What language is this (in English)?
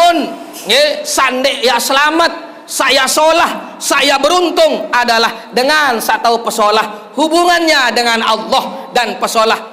Sasak